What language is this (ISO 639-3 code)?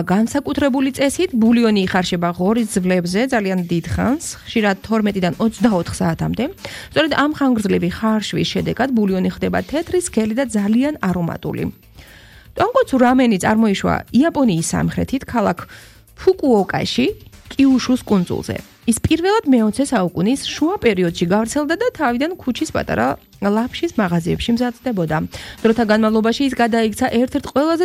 kat